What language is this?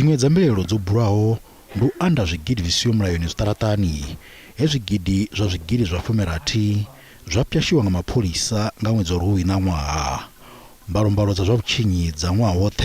Venda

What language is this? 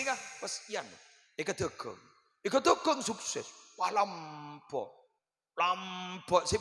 Madurese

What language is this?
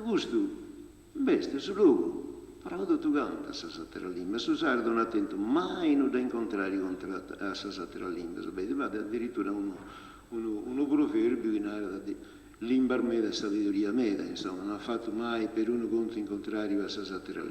Sardinian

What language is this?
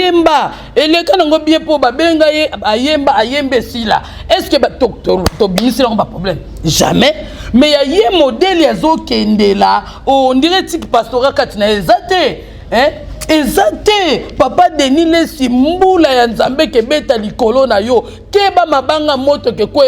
Lingala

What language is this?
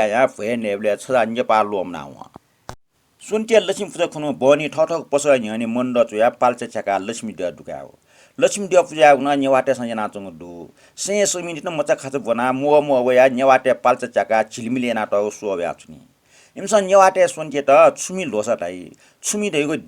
Newari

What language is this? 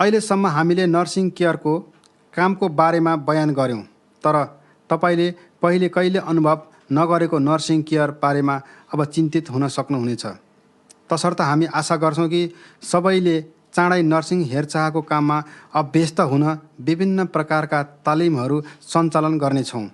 Nepali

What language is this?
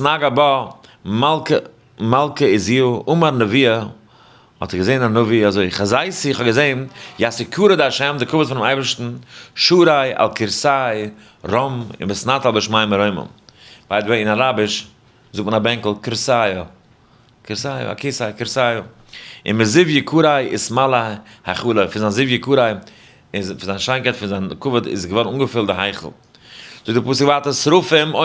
Yiddish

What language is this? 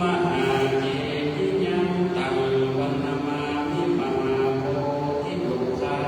Pali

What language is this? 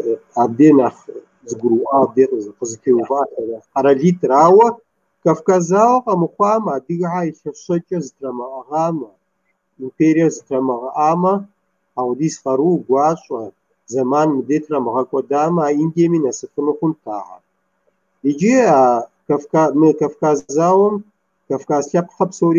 Kabardian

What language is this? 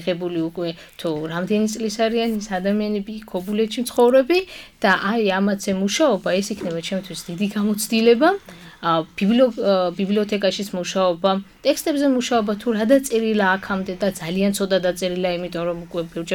Georgian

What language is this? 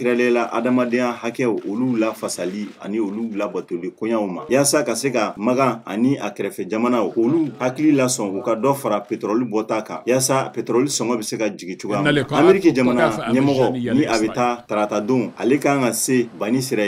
Bambara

